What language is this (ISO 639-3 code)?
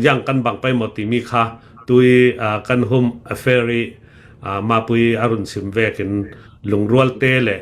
cnh